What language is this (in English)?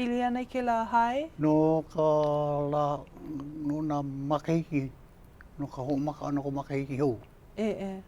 Hawaiian